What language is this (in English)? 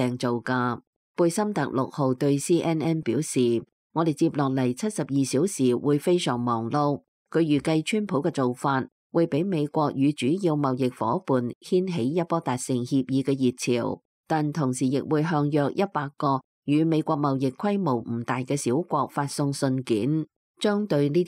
Cantonese